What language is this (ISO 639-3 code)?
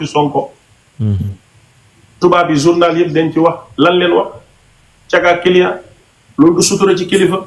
wol